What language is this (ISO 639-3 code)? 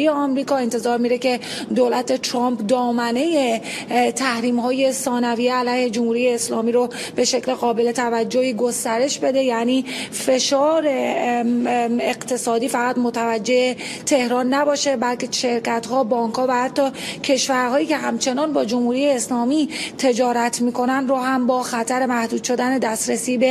fas